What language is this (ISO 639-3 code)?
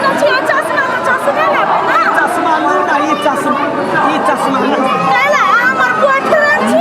mai